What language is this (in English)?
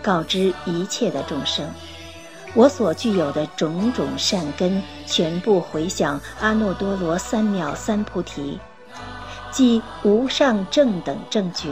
Chinese